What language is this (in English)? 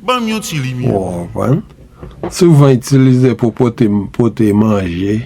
Haitian Creole